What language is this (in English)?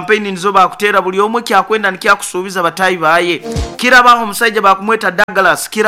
Nyoro